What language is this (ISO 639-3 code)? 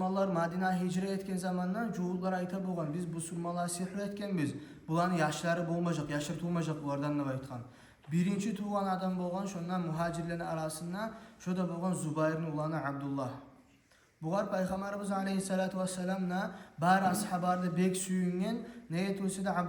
kum